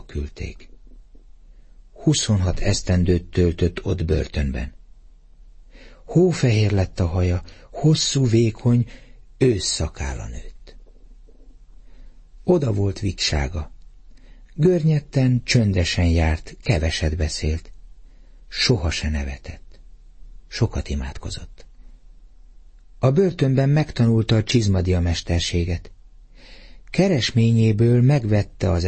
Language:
Hungarian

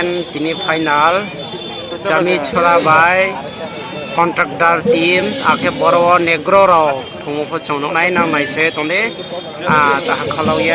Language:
Riang (India)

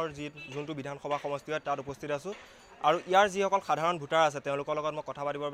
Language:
Assamese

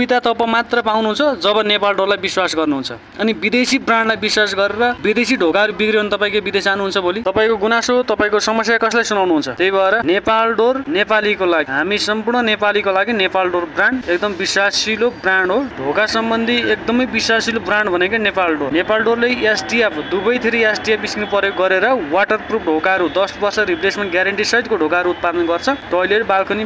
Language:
Nepali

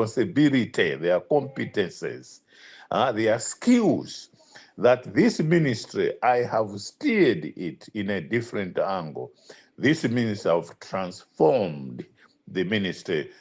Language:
Nyanja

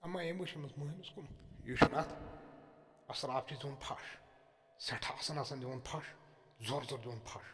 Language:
Kashmiri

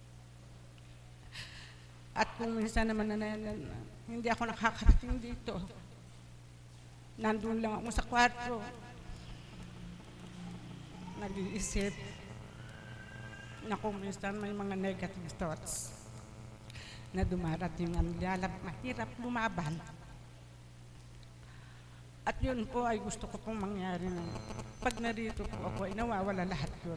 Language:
Filipino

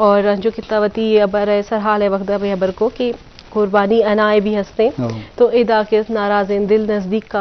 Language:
Eastern Balochi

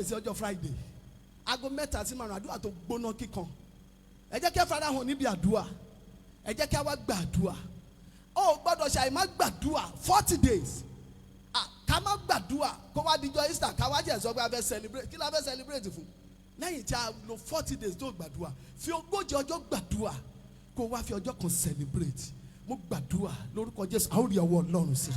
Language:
Yoruba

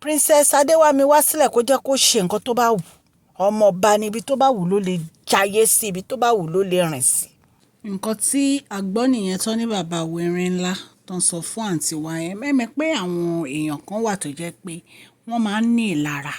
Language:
Yoruba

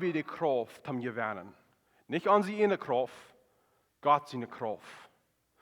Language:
Plautdietsch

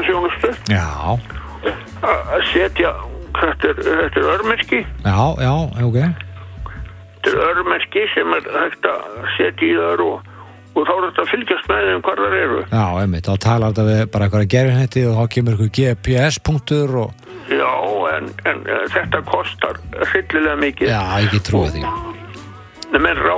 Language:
Icelandic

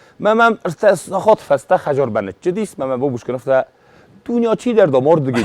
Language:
Ossetic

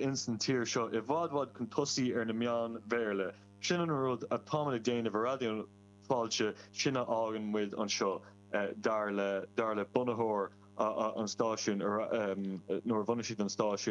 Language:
Irish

